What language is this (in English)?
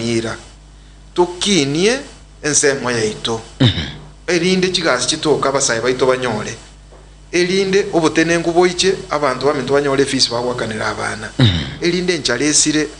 Gusii